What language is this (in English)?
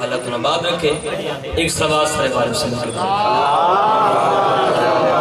Urdu